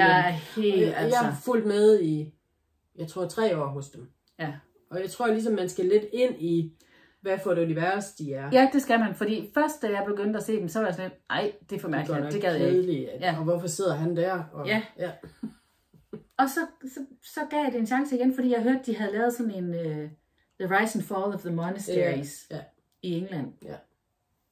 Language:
Danish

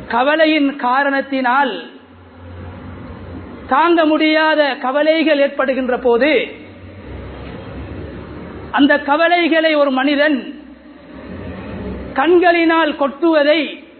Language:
Tamil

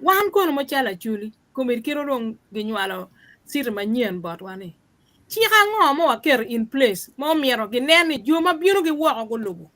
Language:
Acoli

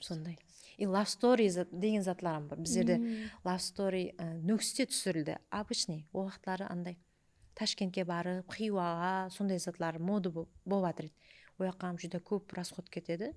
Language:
Kara-Kalpak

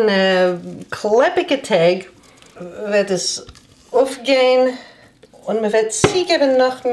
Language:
Yiddish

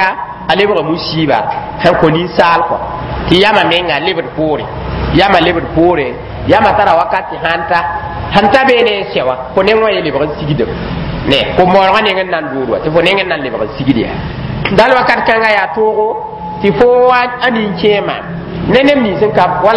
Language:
Mossi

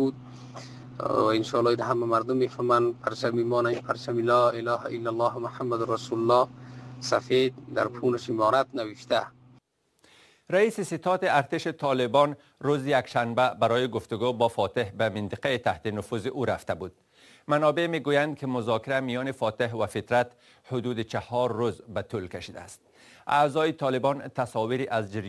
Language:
Persian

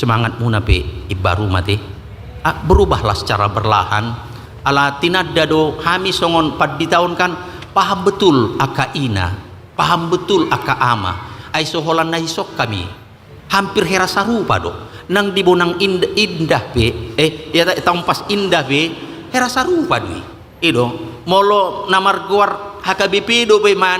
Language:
Batak Toba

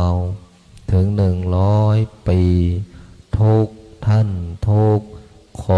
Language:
Pali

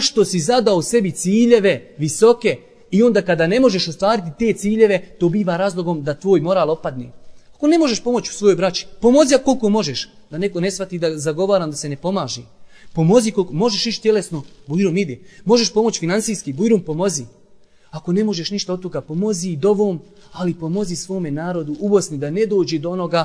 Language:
Bosnian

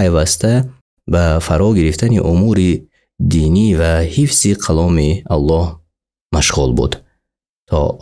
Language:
Tajik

